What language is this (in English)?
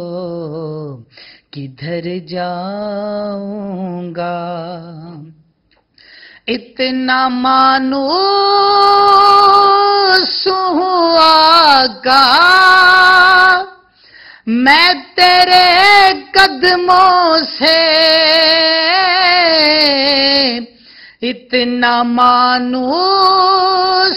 Urdu